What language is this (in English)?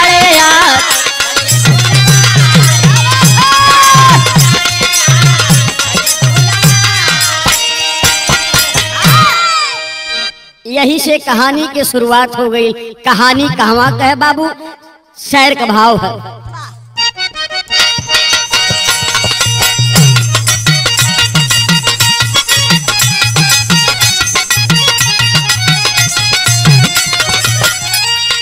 Bhojpuri